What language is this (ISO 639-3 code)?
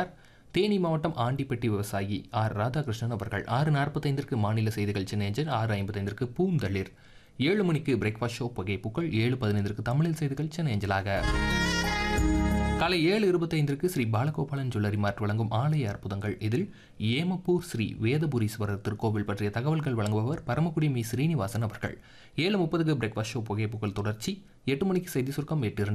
tam